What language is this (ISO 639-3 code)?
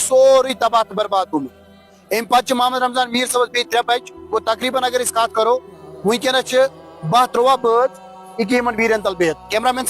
kas